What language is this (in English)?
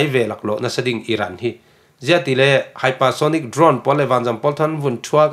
Falam Chin